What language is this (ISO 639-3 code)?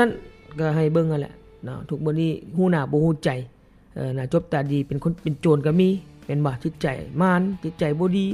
lao